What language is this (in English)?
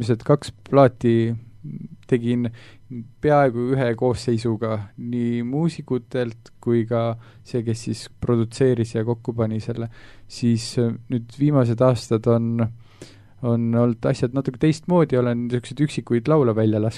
Estonian